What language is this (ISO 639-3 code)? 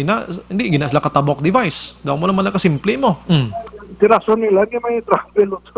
hil